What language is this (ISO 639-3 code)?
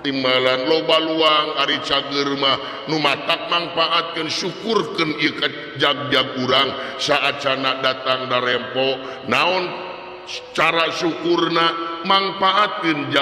sun